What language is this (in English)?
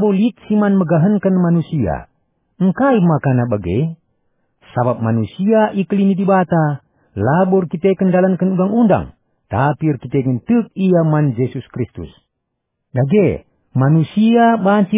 Batak Karo